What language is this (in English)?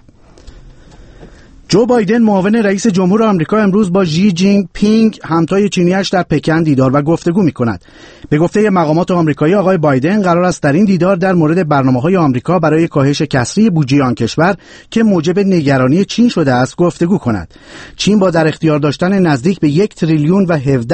Persian